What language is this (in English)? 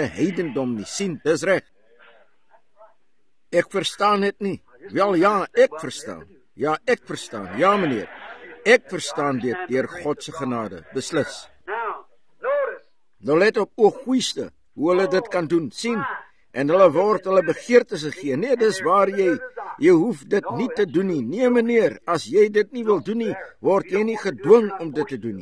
Afrikaans